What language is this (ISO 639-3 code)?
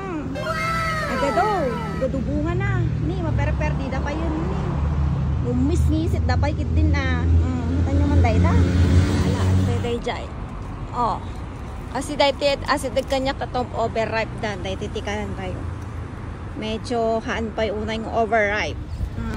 ilo